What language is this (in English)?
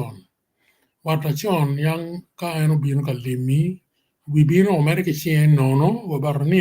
Acoli